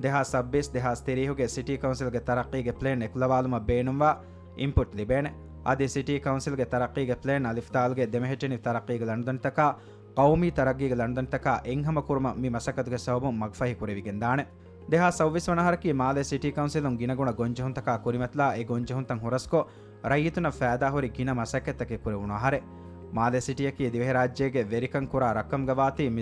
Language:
Divehi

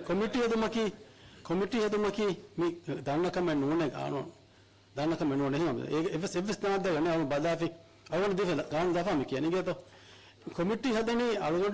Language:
Divehi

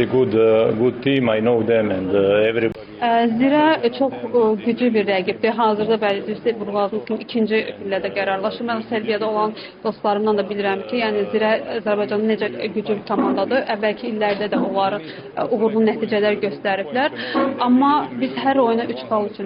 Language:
Azerbaijani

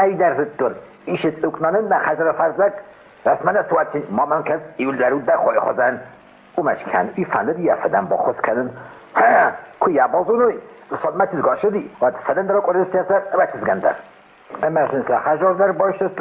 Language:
Ossetic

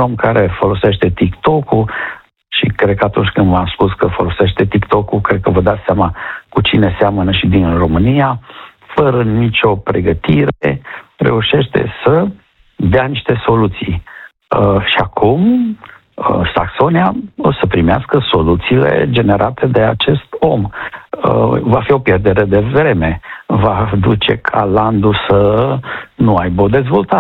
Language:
Romanian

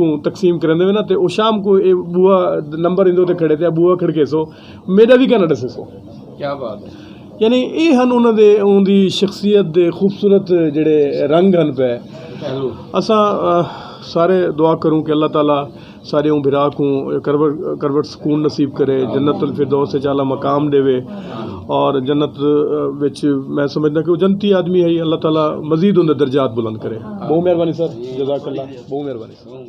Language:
Saraiki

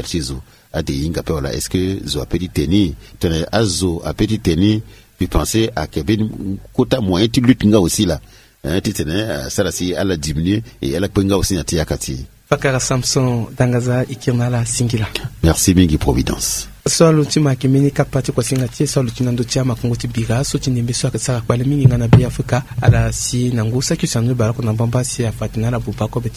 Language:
Sango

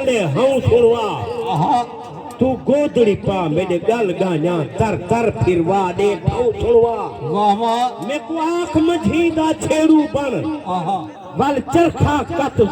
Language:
Saraiki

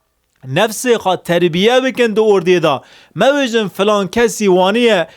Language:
Kurdish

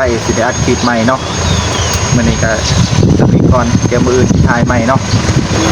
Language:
Lao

